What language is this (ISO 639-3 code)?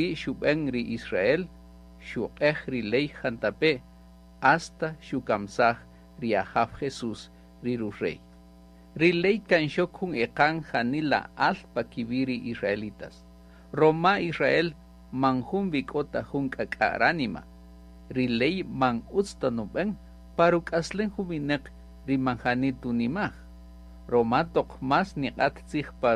cak